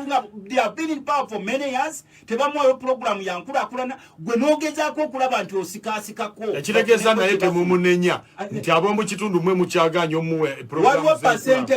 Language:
Ganda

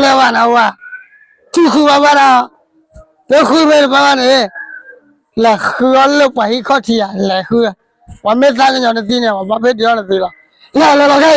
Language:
S'gaw Karen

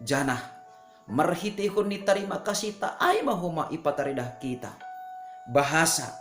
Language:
Batak Simalungun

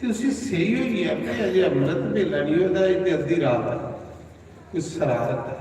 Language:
Dogri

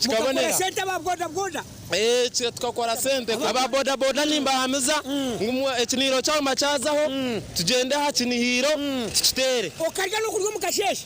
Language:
Nyankole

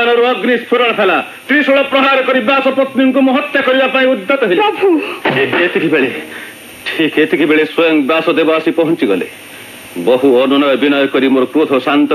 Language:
Odia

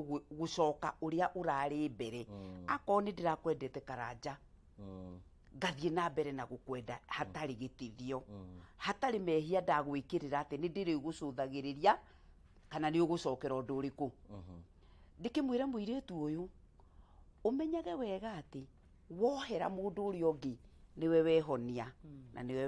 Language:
Kikuyu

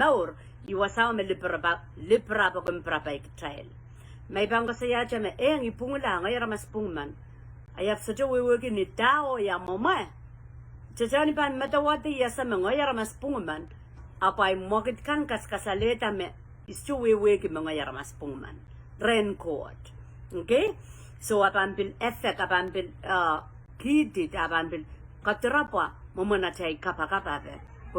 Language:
Pohnpeian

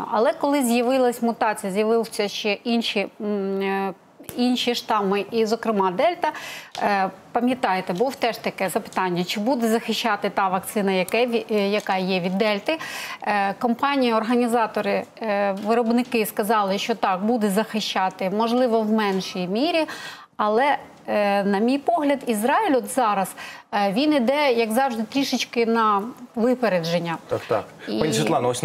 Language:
Ukrainian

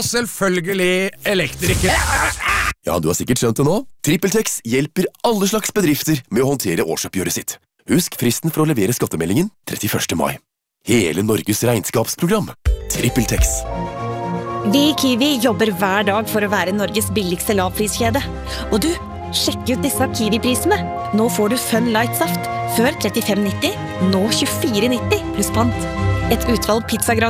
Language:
Norwegian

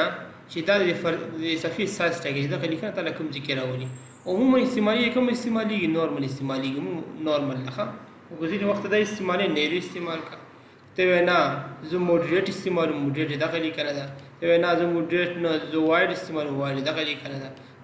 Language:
Pashto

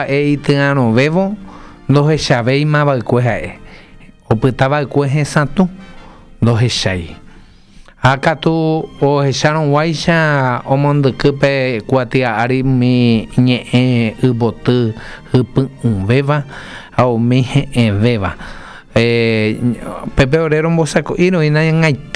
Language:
Guarani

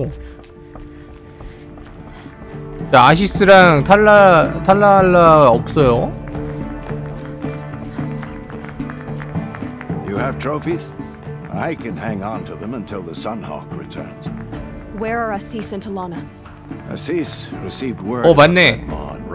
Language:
Korean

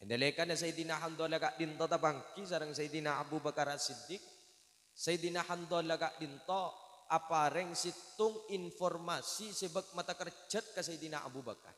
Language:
Madurese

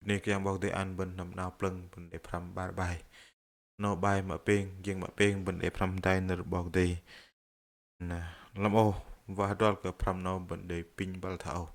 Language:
Bahnar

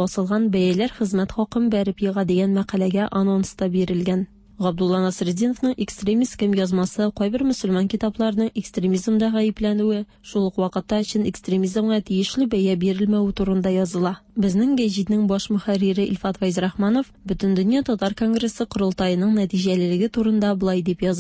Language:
Tatar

